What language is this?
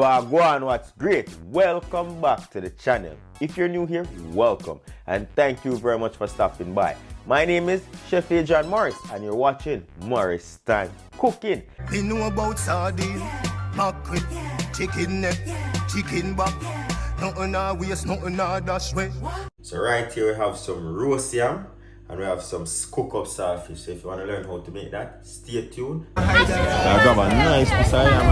Jamaican Creole English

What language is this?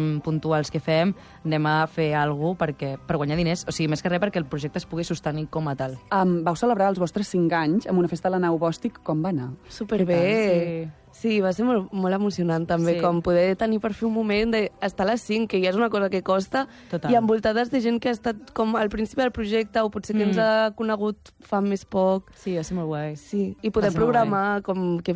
Catalan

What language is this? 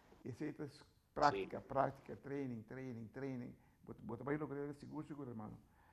Papiamento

